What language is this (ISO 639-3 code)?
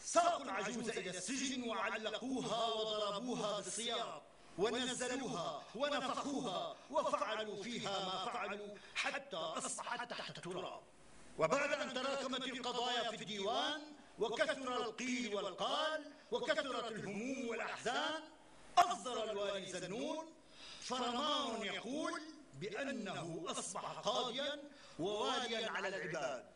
apc